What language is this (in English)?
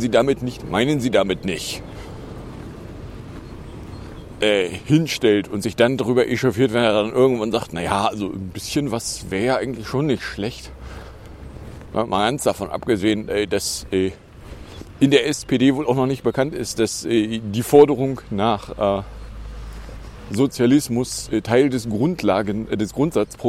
German